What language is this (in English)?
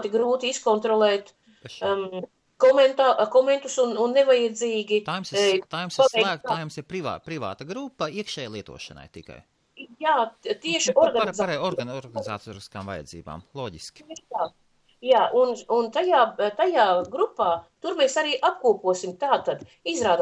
Latvian